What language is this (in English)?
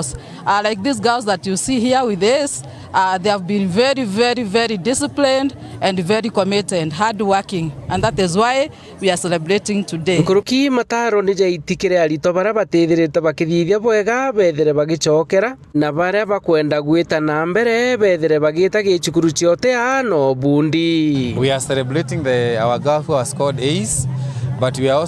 Meru